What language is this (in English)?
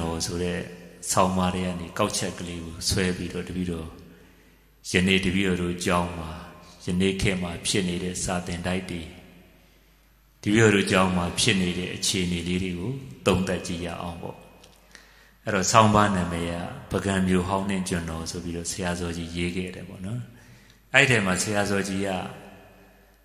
Burmese